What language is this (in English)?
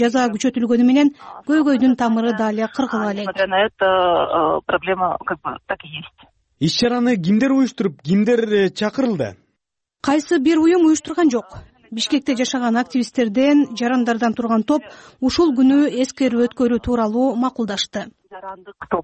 Kyrgyz